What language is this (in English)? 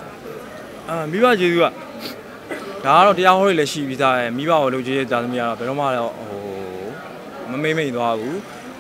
Burmese